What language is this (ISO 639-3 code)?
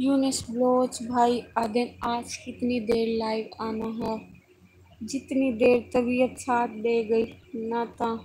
skr